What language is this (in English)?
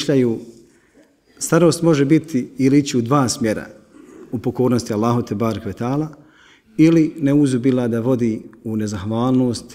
Bosnian